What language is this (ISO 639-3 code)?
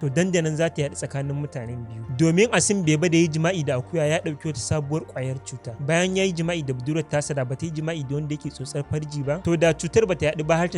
hau